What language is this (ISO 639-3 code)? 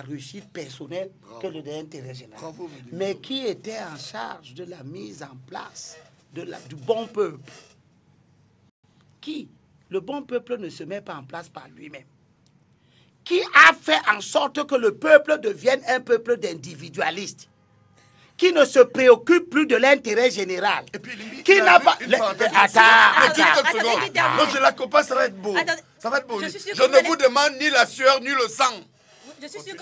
fra